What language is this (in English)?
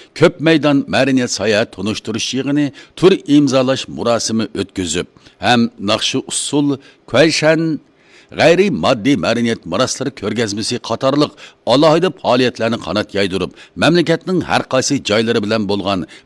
Uyghur